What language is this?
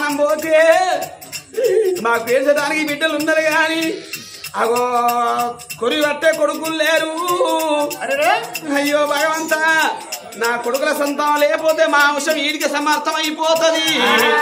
Telugu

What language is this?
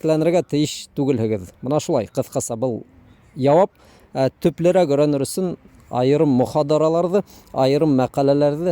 Bashkir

